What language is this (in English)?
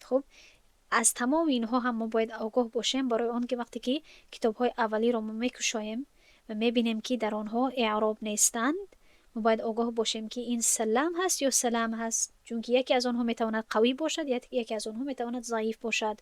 Tajik